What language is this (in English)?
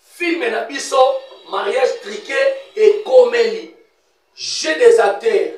Lingala